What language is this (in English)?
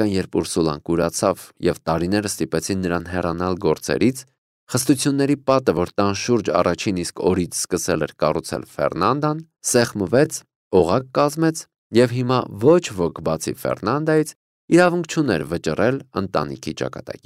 Armenian